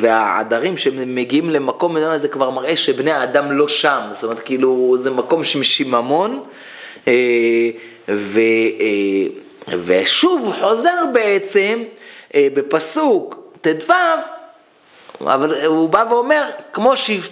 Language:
Hebrew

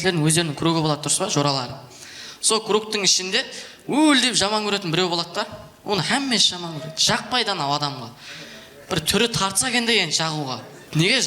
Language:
Kara-Kalpak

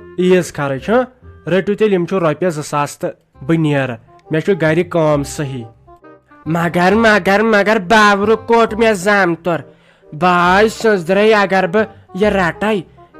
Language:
Kashmiri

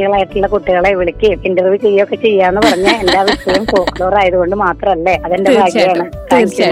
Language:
Malayalam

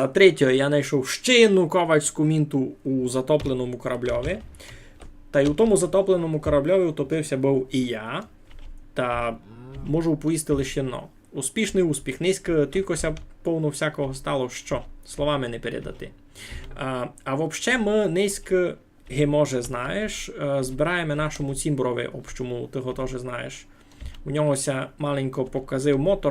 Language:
Rusyn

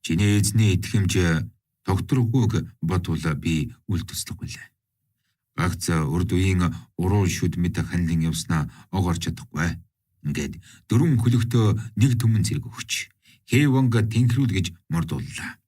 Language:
Mongolian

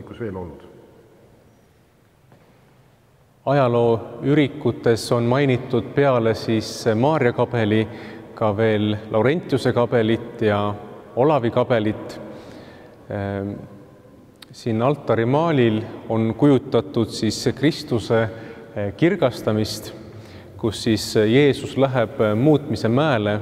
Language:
Estonian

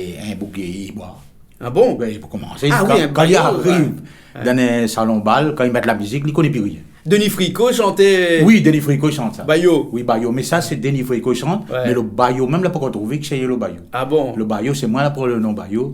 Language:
Réunion Creole French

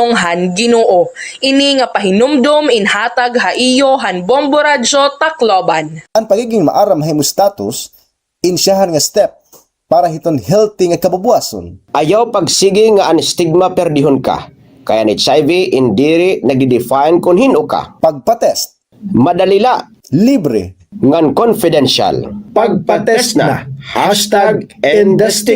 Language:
Waray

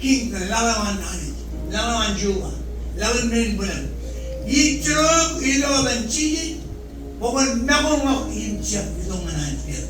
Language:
Marshallese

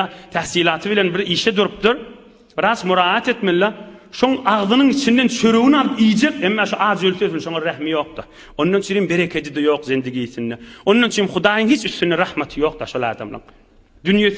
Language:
Turkmen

